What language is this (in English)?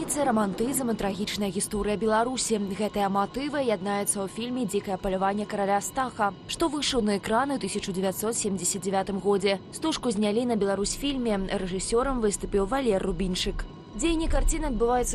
Belarusian